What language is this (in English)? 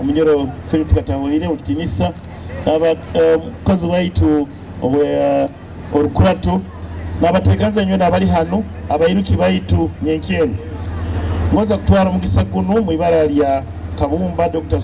Nyoro